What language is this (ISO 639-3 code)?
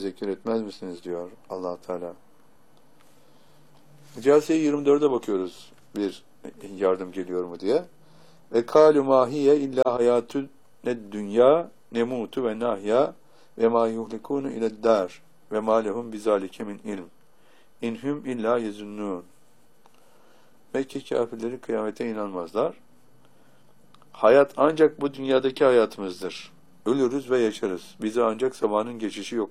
tur